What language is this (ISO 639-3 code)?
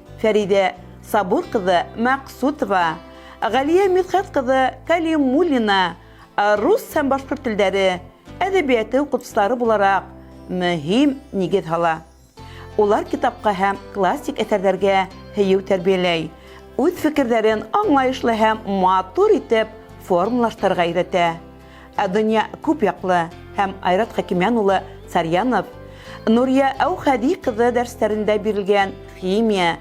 bak